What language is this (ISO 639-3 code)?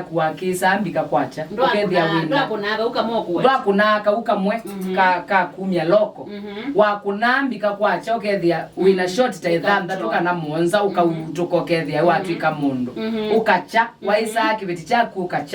kam